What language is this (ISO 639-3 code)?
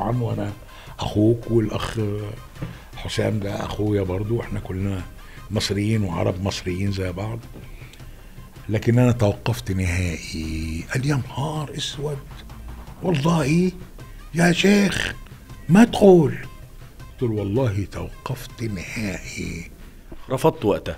arz